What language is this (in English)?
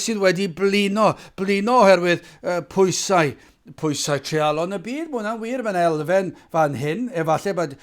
Welsh